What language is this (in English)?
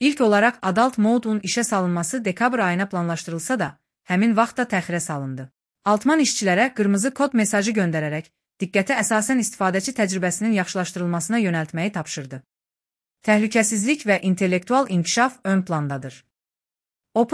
Azerbaijani